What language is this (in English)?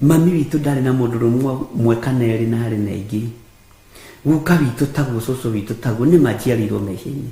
Kikuyu